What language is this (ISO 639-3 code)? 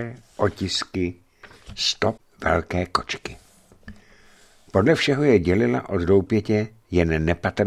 ces